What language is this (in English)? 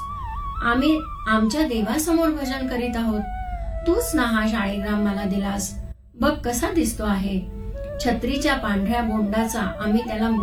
Marathi